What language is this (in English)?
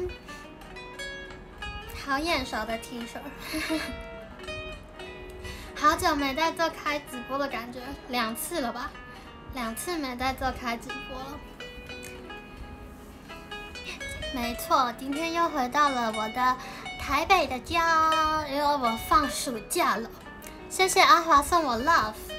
Chinese